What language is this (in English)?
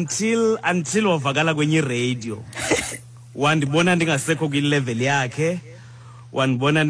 Xhosa